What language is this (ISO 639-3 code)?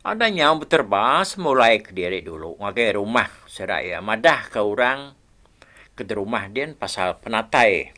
iba